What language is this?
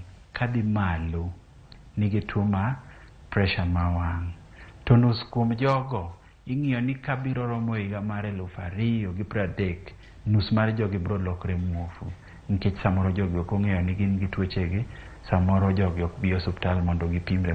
Luo (Kenya and Tanzania)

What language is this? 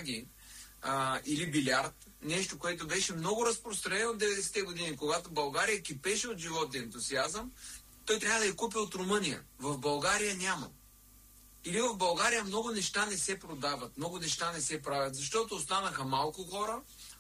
Bulgarian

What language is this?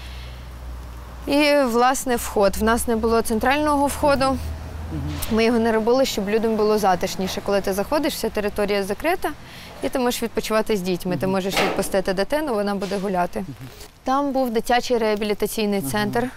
Ukrainian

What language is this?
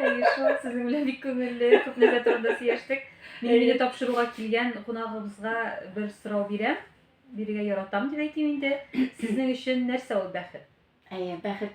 Tatar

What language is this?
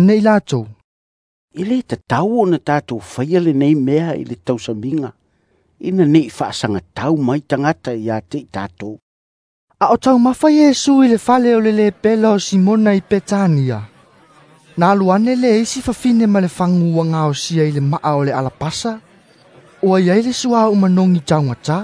Samoan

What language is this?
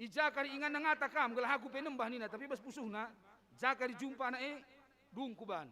Batak Karo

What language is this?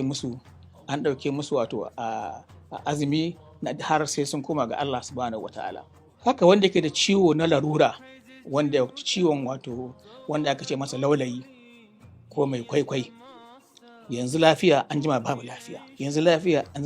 Hausa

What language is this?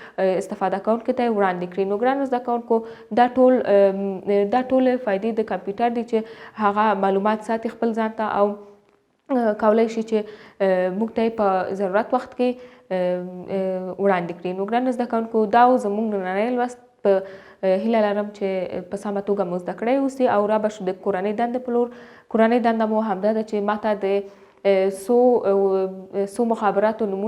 Pashto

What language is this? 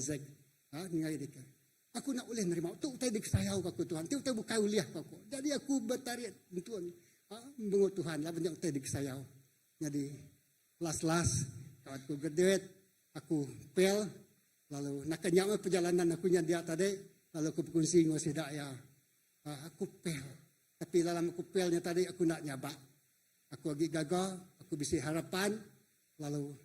Iban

